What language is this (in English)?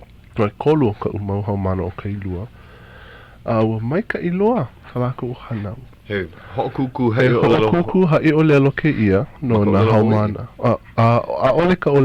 Hawaiian